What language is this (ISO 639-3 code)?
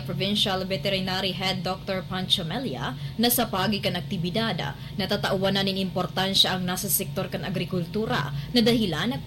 bik